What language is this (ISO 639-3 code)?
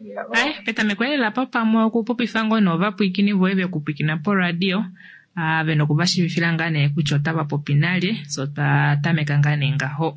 kua